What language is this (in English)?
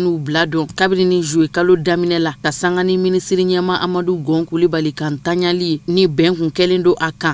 Bambara